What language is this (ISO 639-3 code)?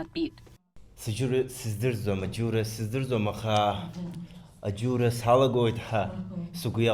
abk